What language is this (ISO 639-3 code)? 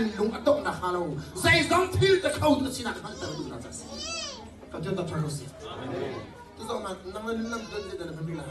cnh